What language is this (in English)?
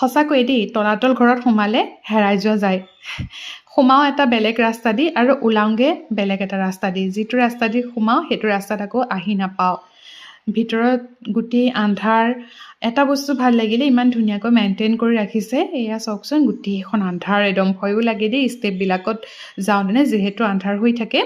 Assamese